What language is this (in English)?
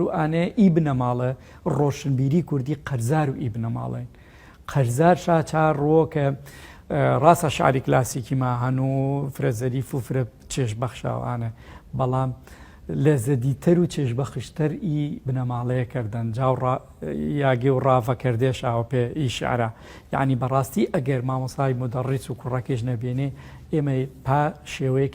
Gurani